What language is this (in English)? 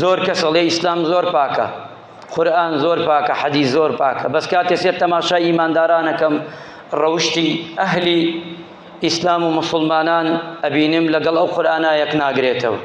Central Kurdish